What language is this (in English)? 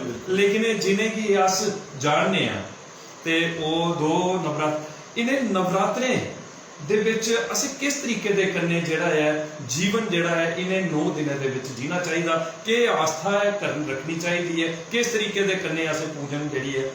Dogri